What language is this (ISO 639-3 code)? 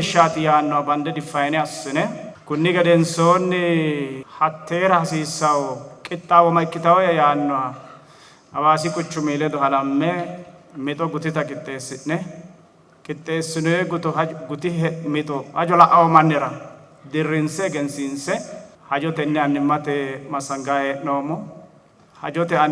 sid